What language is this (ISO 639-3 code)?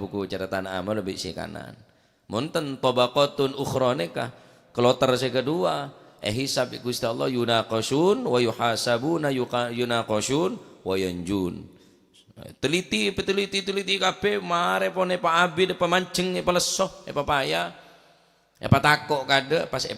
mad